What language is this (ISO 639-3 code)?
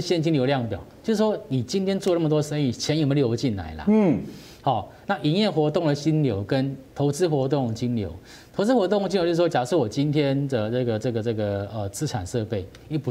zho